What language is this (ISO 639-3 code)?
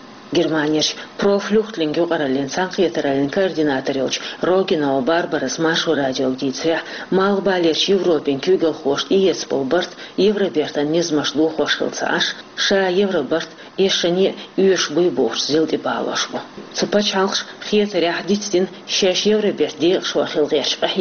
che